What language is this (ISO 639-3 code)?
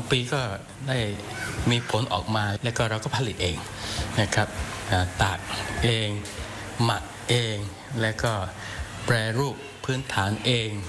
tha